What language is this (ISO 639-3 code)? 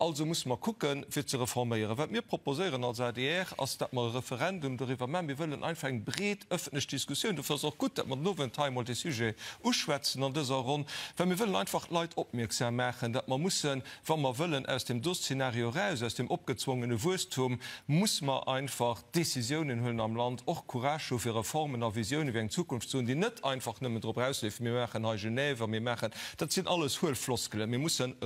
ltz